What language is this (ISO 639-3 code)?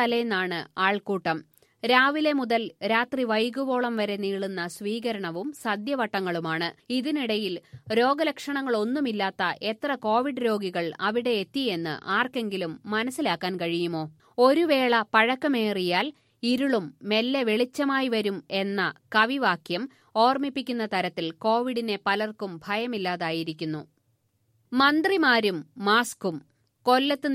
mal